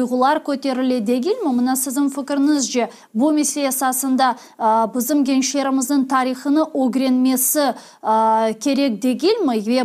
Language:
Crimean Tatar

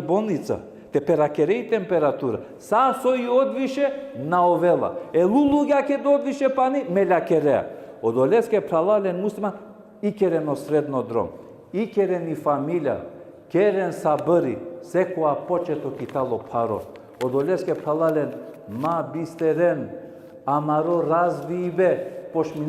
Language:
Balkan Romani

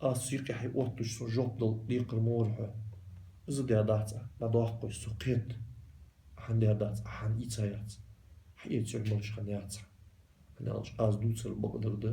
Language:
Ingush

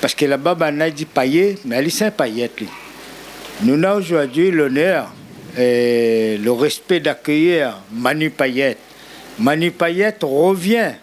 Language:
Réunion Creole French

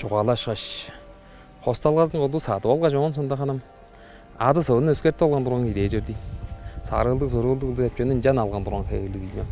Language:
Tuvinian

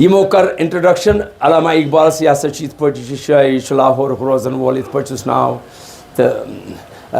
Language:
Kashmiri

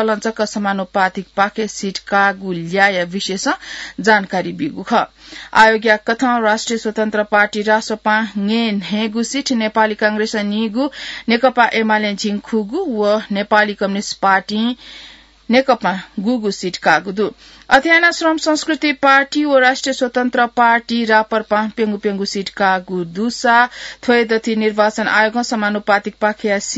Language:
Newari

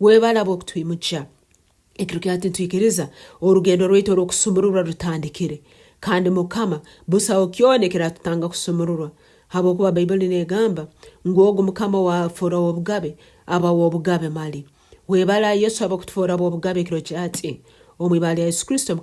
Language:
Nyankole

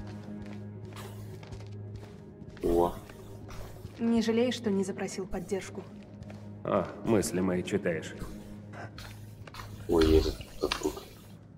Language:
Russian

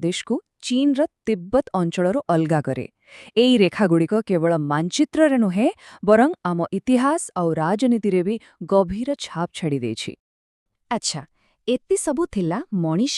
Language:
Odia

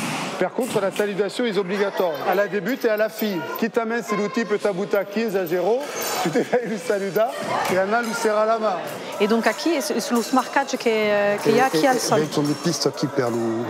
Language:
Occitan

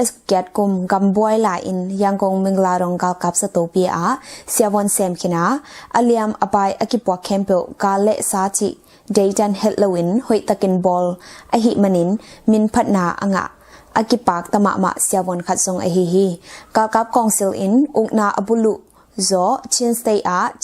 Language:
Tedim Chin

